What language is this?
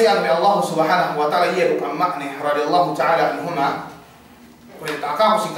Yakan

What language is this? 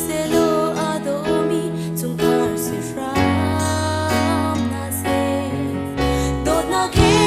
Hakha Chin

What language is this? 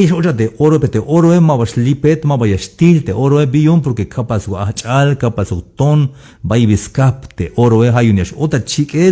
Tzeltal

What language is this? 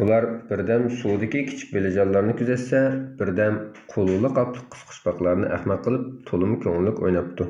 Uyghur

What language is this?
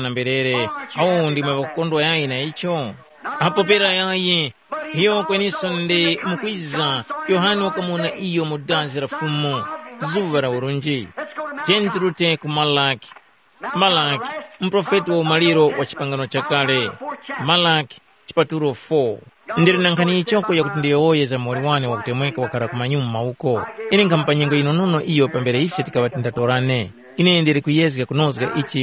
Tumbuka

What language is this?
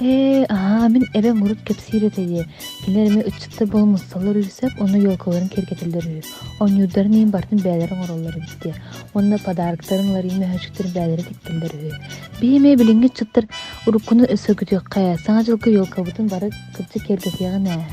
Yakut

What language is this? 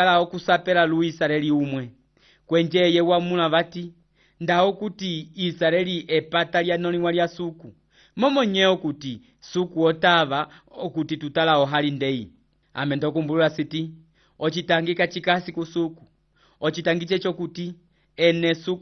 Umbundu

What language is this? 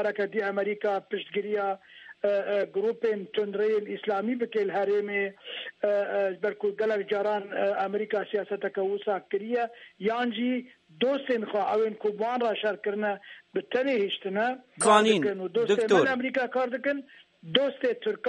Kurdish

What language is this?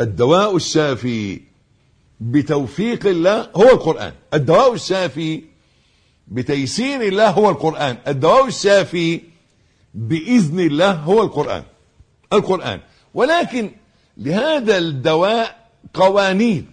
Egyptian Arabic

